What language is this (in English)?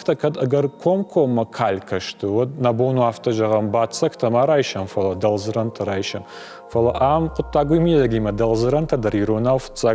Ossetic